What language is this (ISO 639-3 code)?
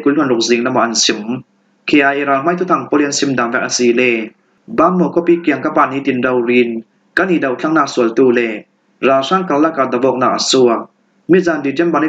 cfm